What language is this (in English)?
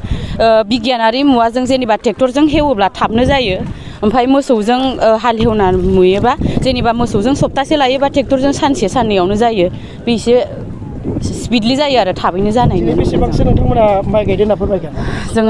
Bodo